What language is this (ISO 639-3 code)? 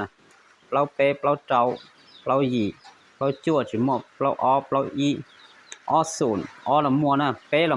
hmn